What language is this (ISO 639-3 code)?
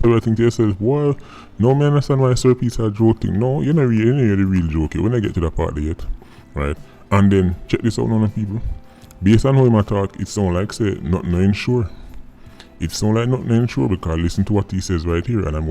jam